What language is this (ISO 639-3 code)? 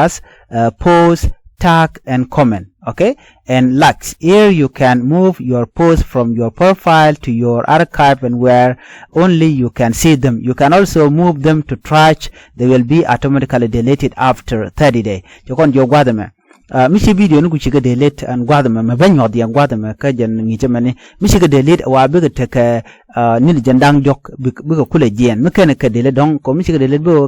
nus